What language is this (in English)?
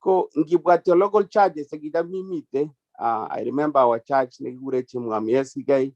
Kalenjin